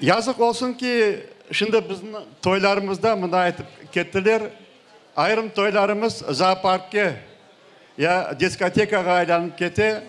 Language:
Crimean Tatar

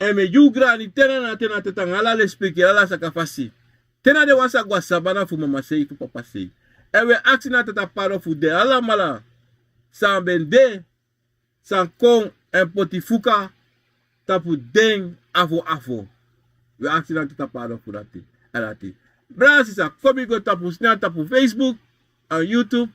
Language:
Sranan Tongo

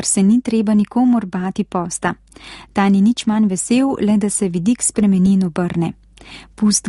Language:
Slovenian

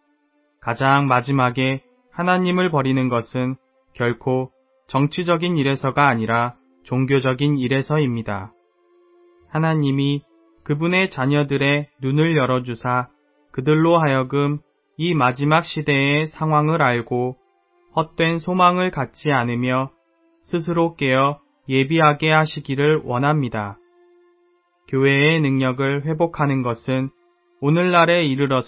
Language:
Korean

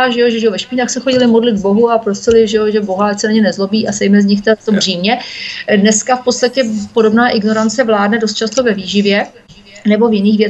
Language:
Czech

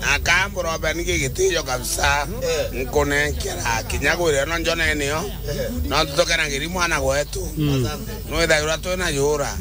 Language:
Meru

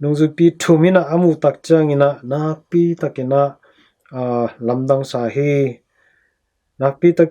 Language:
Tedim Chin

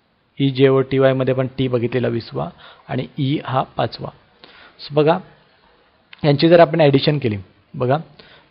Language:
Marathi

